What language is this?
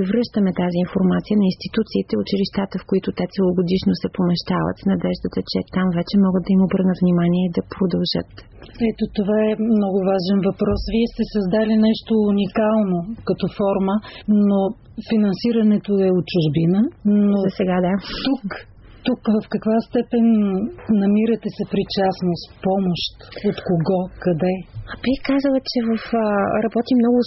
Bulgarian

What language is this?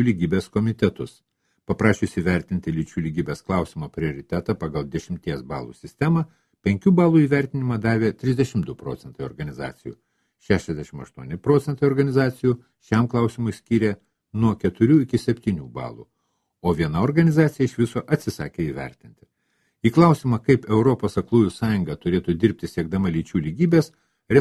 Lithuanian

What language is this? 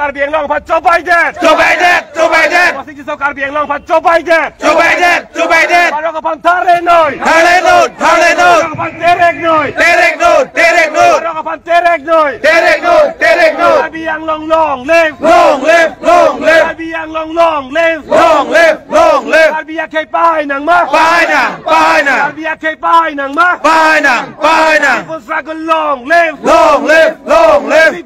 Karbi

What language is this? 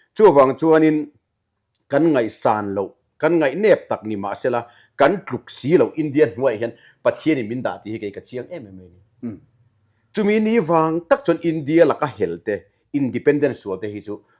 Mizo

